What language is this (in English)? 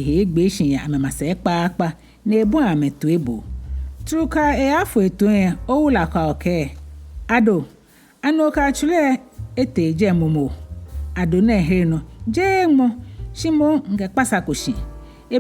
Ga